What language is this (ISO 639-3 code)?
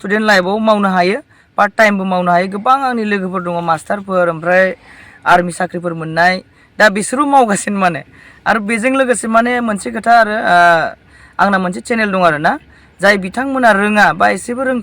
brx